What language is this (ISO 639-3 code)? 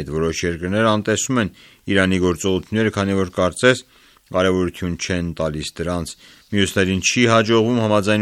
hye